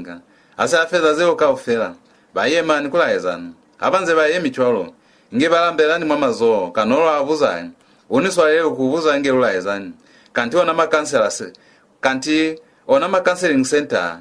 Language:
Lozi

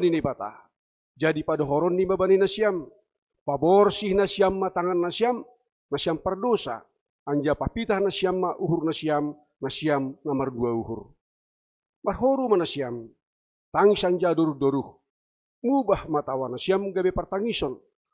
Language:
Batak Simalungun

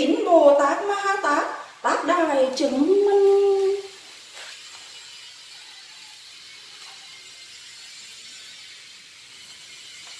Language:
Vietnamese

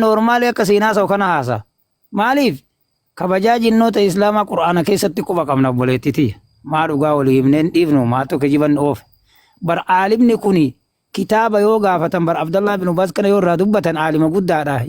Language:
Oromo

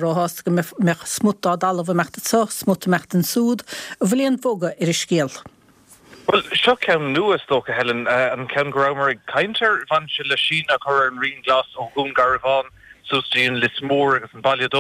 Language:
Irish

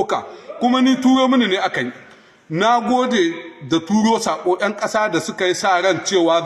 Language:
Hausa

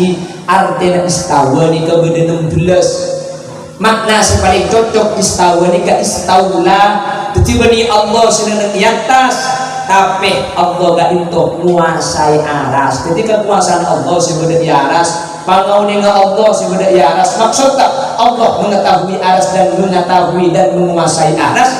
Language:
Madurese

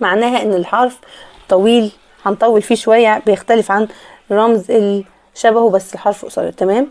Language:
Egyptian Arabic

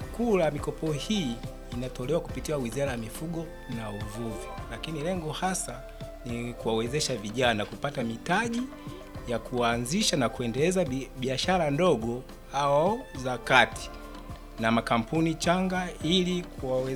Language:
Swahili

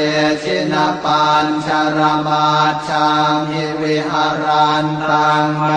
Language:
Pali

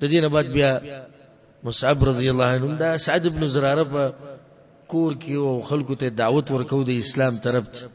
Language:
Pashto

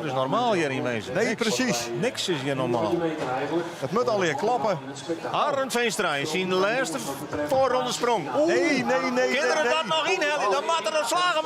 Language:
Western Frisian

